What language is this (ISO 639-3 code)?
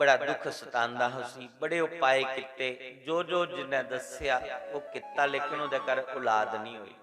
doi